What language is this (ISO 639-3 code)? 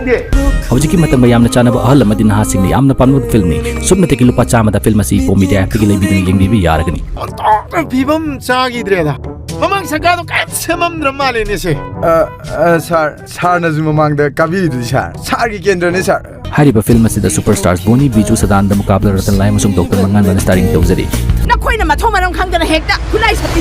mni